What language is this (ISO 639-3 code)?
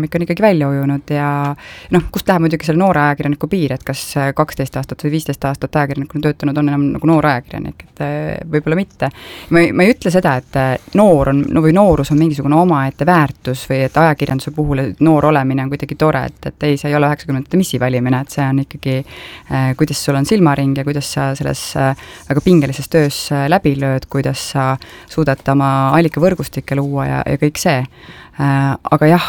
est